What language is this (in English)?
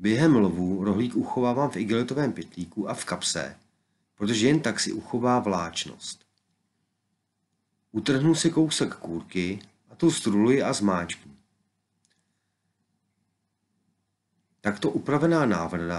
Czech